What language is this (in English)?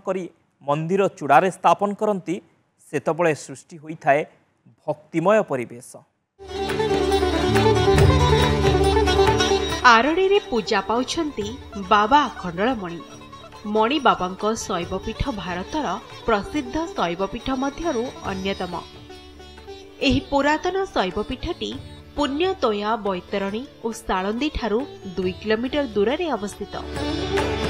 Odia